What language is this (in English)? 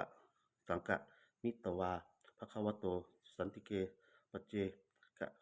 Pali